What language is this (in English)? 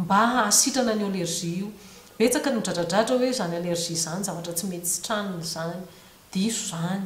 Malagasy